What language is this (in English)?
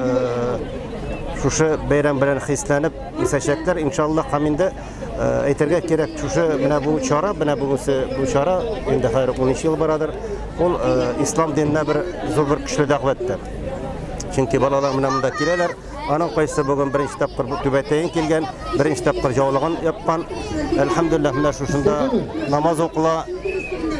Tatar